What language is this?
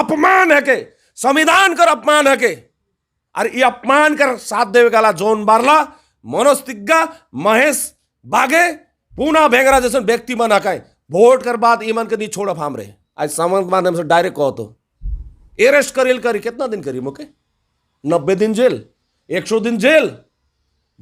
Sadri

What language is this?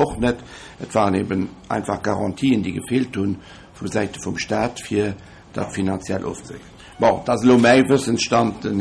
Luxembourgish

